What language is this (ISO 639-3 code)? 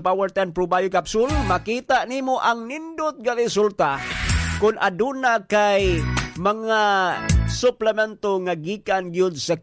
ceb